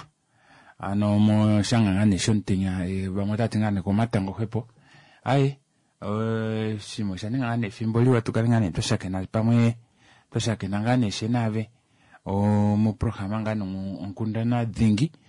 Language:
Kuanyama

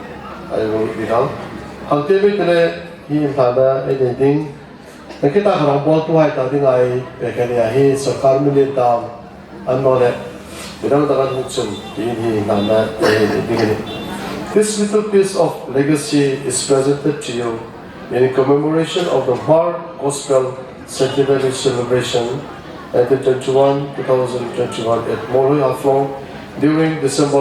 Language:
Hmar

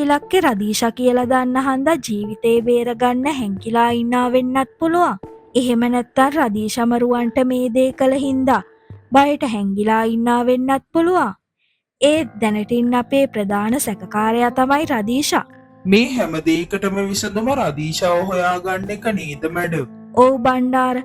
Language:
Sinhala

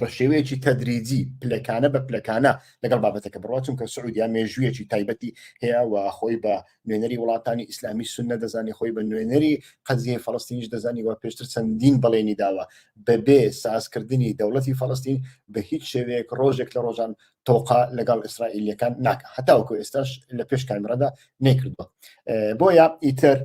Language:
Central Kurdish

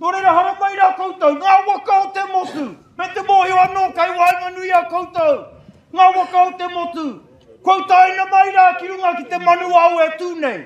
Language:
Māori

